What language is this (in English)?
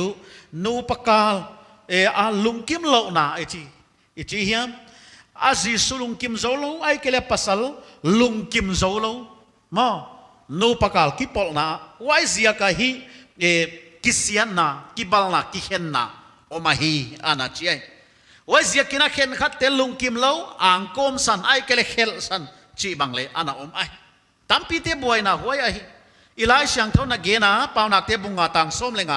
Paite Chin